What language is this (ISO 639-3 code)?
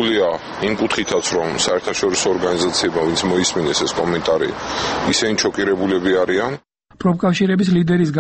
kat